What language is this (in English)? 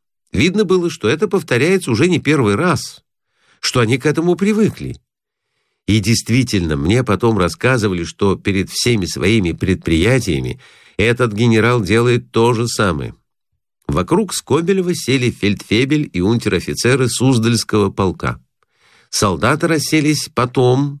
Russian